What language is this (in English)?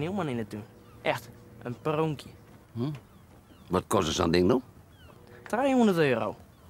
Western Frisian